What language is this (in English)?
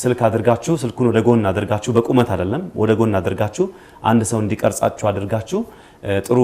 Amharic